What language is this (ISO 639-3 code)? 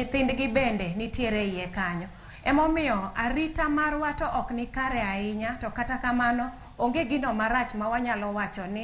luo